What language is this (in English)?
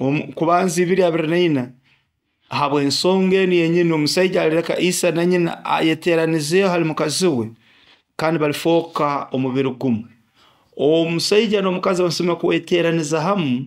Nyoro